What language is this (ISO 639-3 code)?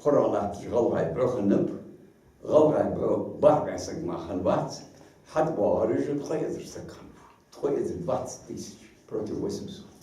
inh